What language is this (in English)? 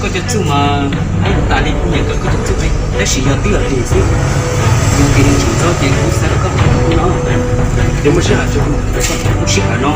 Hmong